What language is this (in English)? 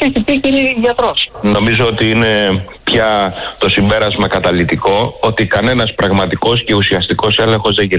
Greek